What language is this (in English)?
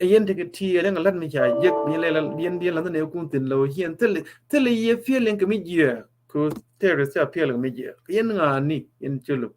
Nuer